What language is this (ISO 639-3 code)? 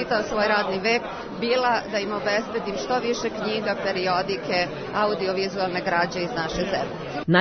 srp